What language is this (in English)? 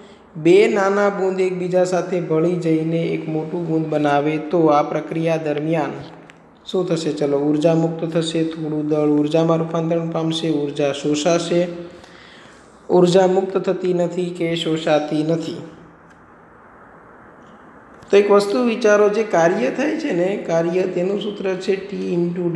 Gujarati